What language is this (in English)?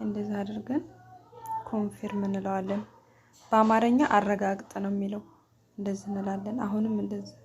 Amharic